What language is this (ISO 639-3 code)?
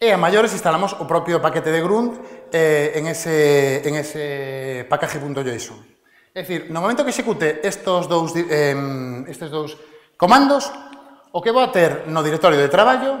glg